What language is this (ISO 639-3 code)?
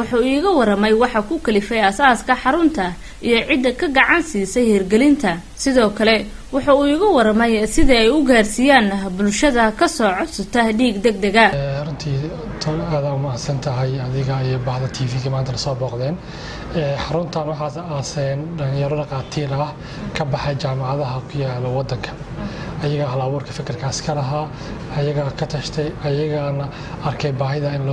som